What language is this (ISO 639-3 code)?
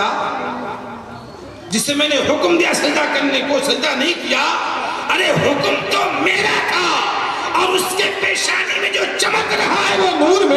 urd